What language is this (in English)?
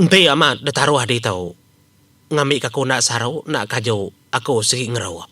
Iban